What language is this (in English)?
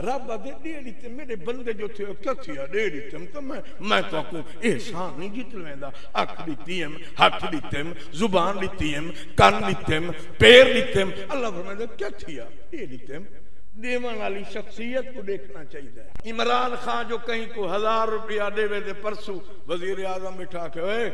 Saraiki